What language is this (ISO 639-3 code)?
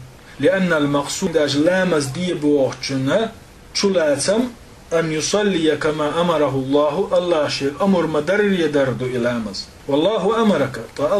che